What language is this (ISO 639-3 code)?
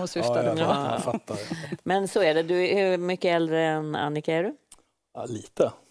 swe